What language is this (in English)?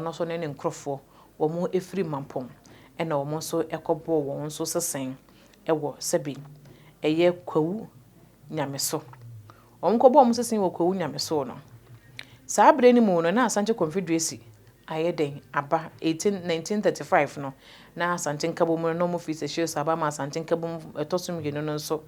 Akan